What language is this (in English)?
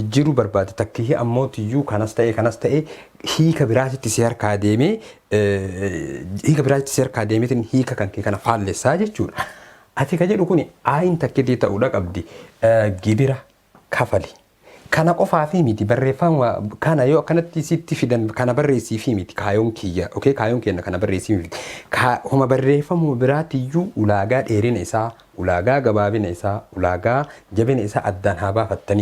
Oromo